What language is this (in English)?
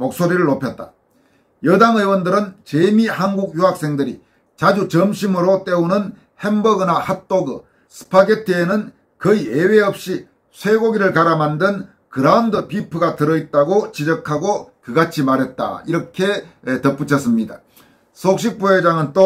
Korean